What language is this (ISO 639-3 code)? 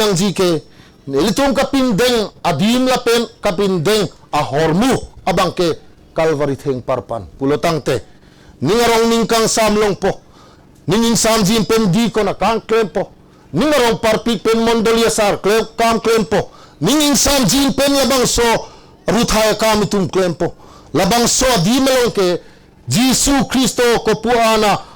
mjw